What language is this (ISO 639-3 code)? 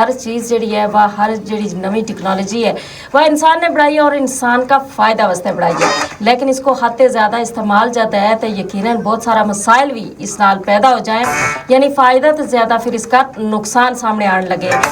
gju